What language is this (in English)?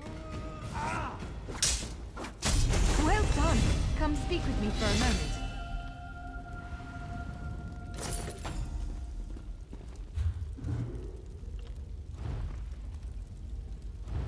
English